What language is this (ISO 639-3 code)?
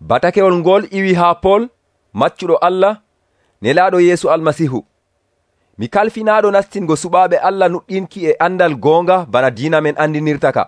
fuv